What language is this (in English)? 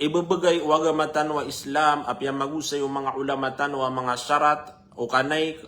Maranao